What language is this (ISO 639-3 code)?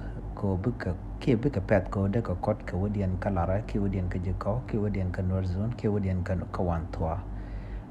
nus